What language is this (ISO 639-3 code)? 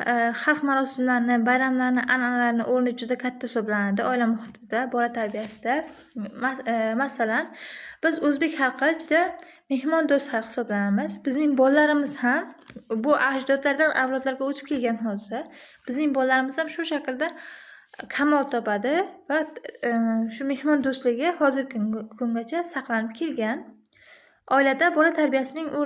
uzb